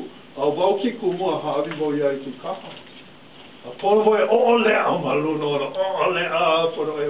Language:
Hawaiian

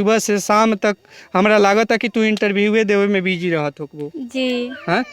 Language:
Bhojpuri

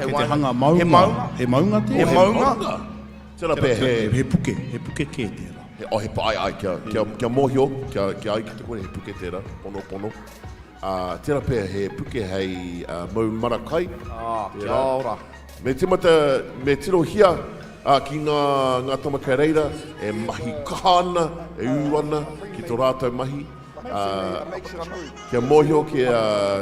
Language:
Māori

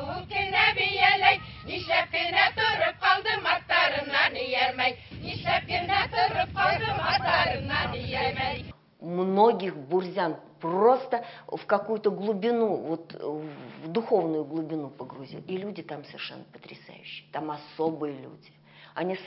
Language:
Bashkir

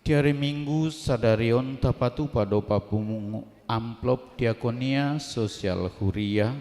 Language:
Batak Toba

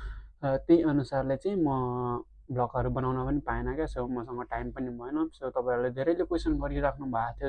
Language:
Nepali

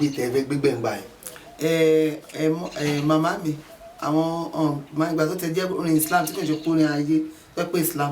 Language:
Yoruba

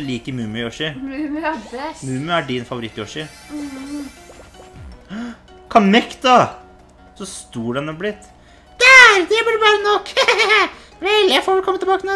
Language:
Norwegian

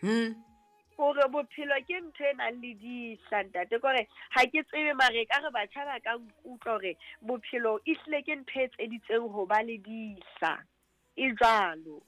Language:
Southern Sotho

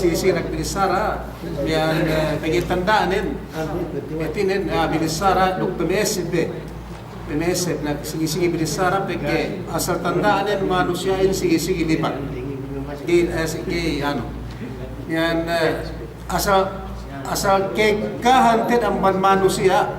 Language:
Yakan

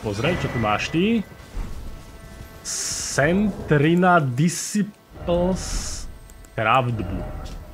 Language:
Slovak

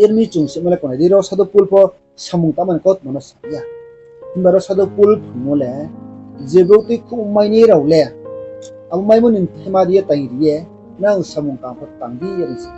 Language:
Riang (India)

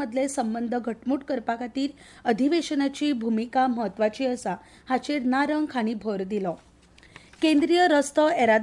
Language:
Konkani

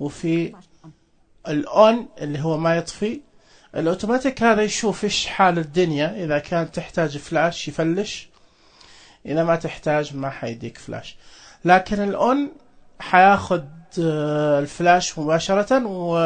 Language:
Najdi Arabic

